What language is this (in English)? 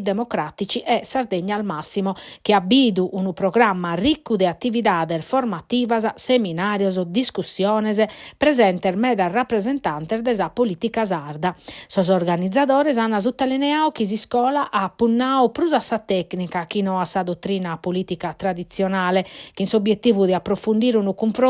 Sardinian